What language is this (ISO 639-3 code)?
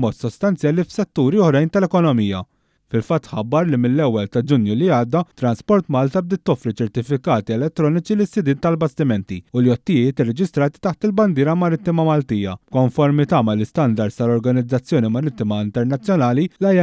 mlt